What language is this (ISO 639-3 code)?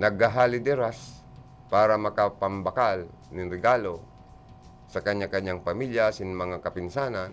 bik